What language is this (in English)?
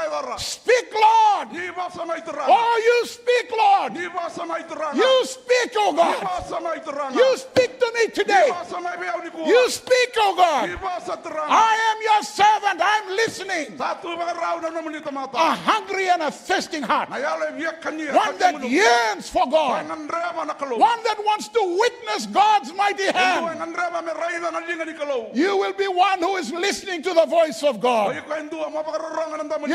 Fijian